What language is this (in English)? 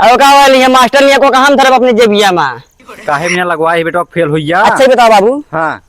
Awadhi